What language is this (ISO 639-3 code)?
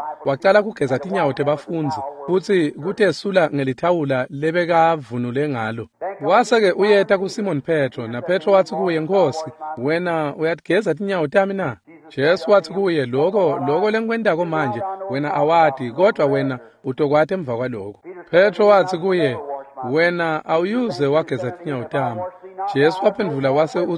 ssw